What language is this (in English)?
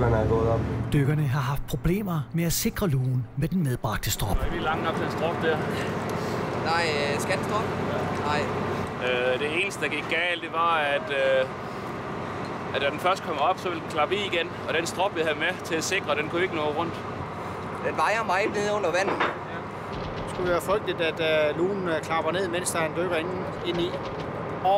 Danish